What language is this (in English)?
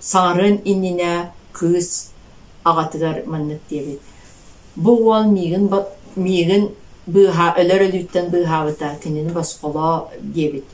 Yakut